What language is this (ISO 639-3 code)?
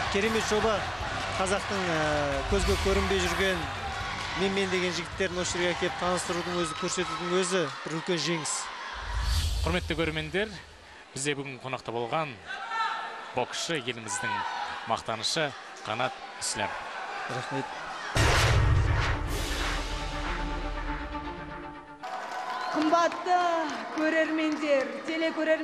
kaz